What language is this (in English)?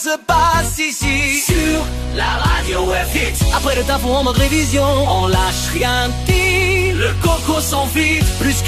French